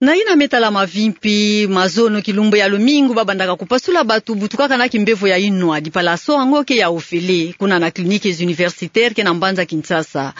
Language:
Kituba (Democratic Republic of Congo)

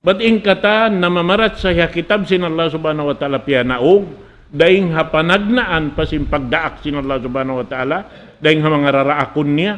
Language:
Tausug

